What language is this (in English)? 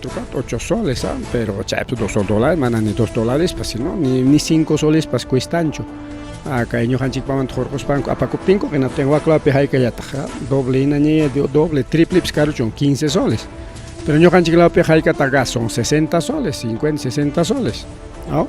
Ayacucho Quechua